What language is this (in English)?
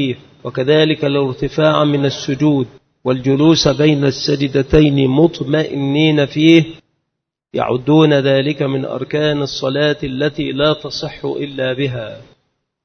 Arabic